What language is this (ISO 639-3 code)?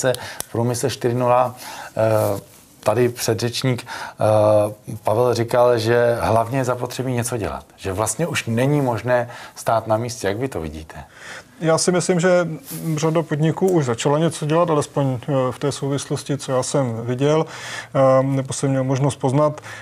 ces